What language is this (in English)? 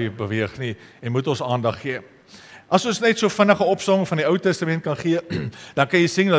Afrikaans